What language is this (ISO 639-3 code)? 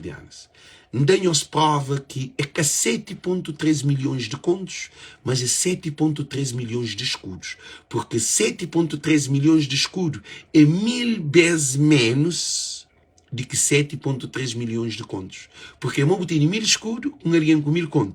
kea